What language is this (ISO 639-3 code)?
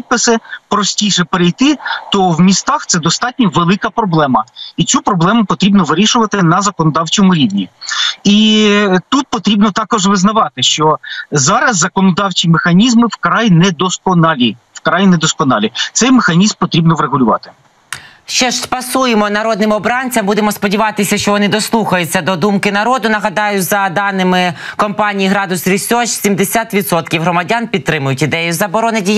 ukr